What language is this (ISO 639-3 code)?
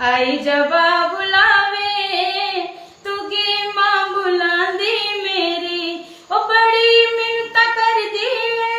doi